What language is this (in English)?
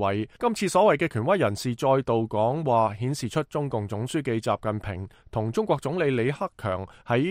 Cantonese